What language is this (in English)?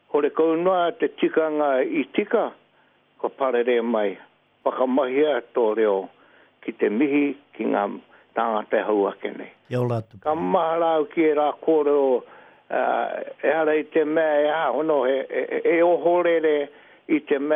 Māori